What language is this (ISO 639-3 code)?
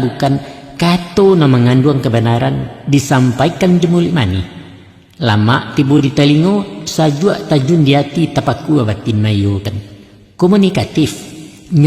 min